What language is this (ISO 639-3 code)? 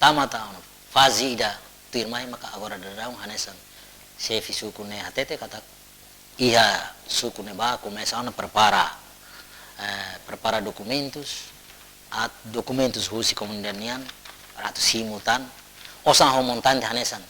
tet